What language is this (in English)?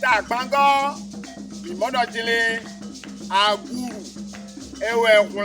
Fon